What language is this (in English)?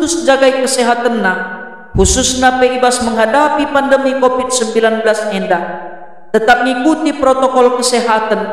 Batak Karo